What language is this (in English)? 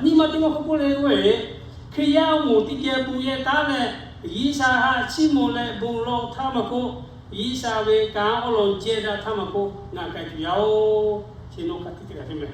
Lahu